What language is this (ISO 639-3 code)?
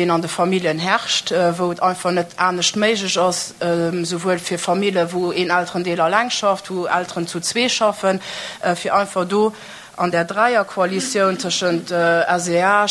ltz